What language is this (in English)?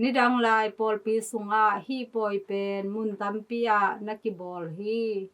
Tedim Chin